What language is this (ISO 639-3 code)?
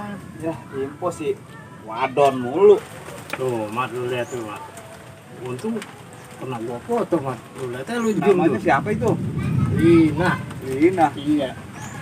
bew